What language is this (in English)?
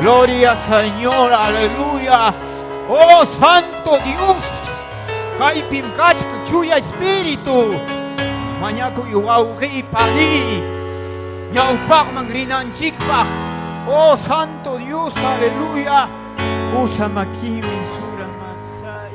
Ayacucho Quechua